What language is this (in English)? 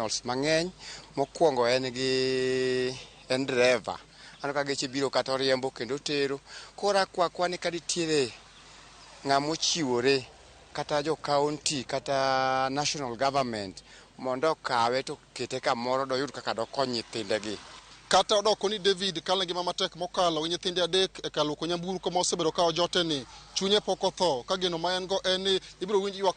Luo (Kenya and Tanzania)